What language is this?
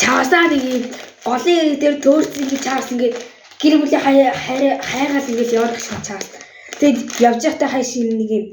Mongolian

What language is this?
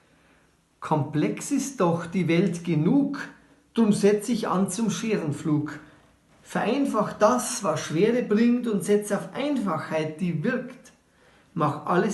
Bavarian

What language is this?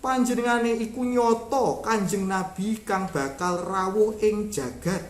Javanese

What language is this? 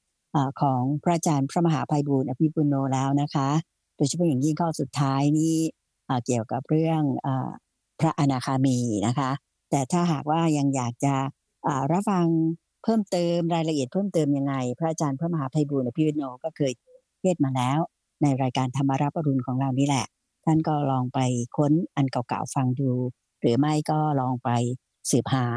Thai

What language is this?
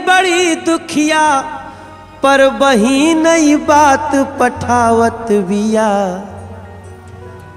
Bhojpuri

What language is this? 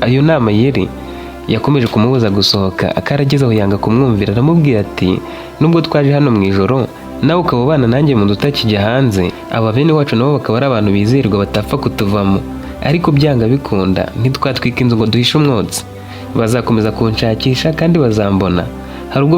Kinyarwanda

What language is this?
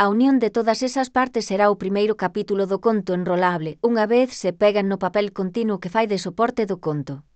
Galician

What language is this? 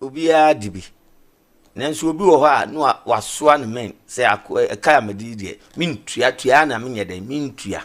Akan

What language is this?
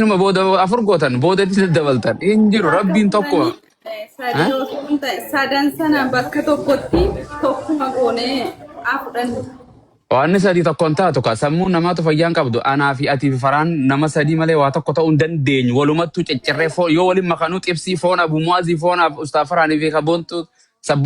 Oromo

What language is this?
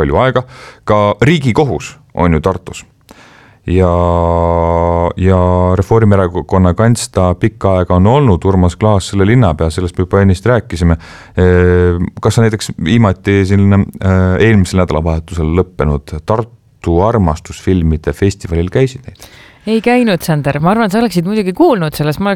Estonian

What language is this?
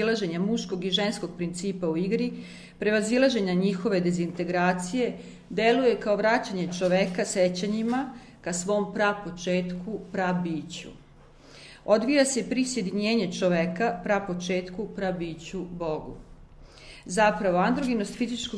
Serbian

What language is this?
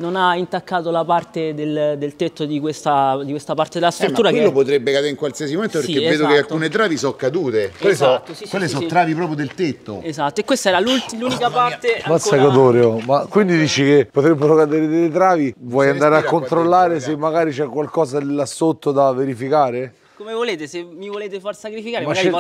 Italian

